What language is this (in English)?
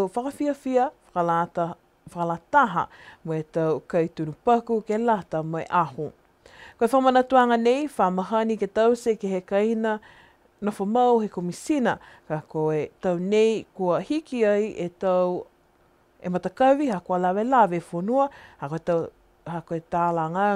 Niuean